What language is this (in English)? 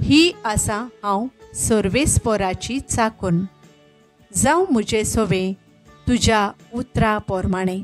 Konkani